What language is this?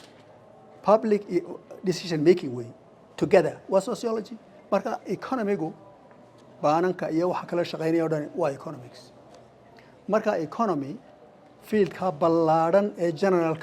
Somali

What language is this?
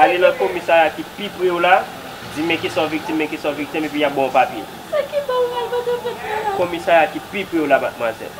Haitian Creole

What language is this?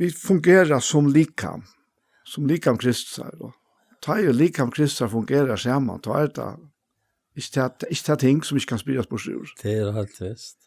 Faroese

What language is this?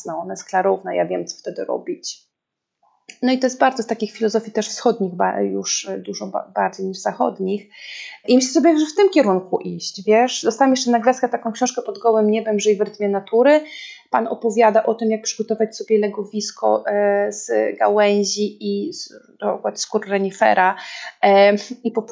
Polish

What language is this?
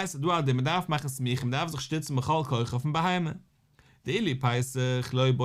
Yiddish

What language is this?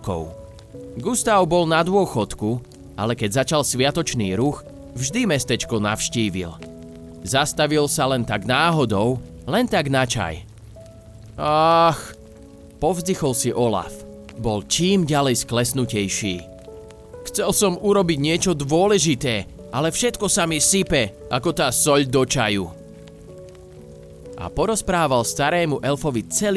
Slovak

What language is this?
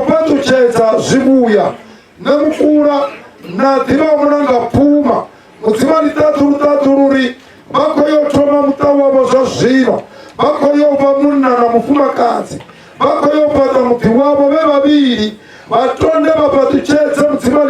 Venda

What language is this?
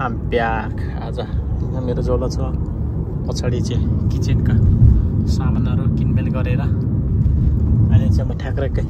Nepali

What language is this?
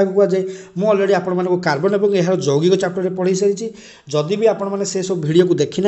Odia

